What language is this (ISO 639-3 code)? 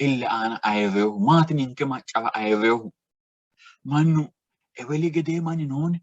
sid